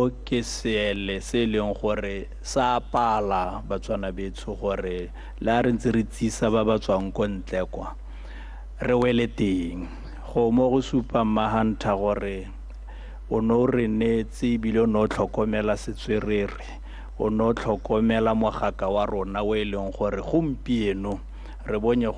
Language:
Tswana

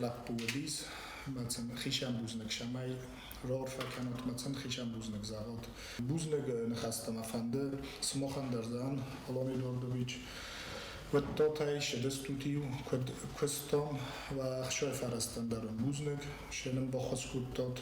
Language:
Ossetic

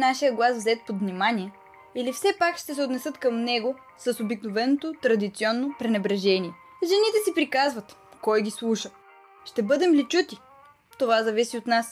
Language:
Bulgarian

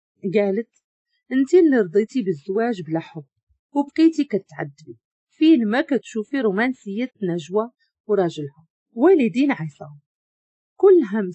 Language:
Moroccan Arabic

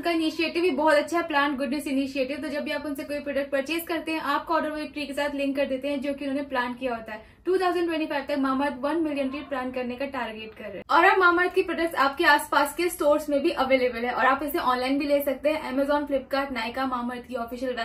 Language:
Hindi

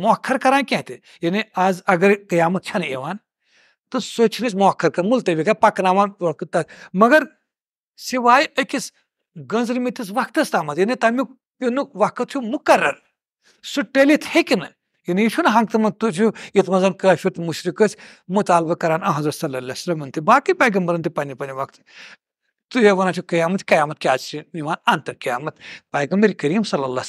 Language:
Kashmiri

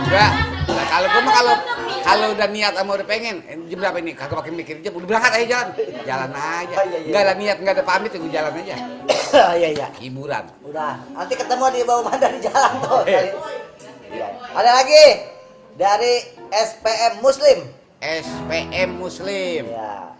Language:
Betawi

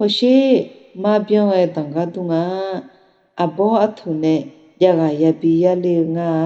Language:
Akha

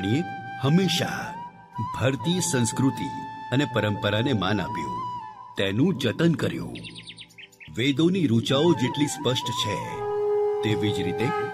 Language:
Gujarati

